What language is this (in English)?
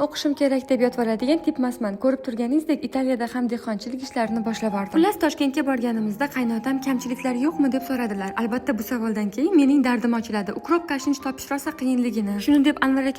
Uzbek